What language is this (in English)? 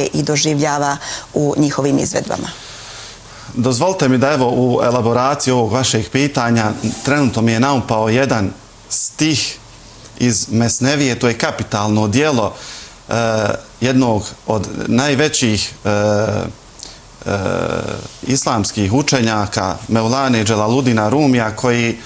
Bosnian